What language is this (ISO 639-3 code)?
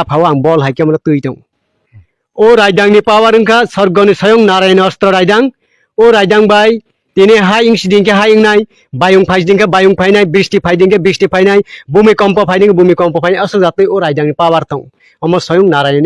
trp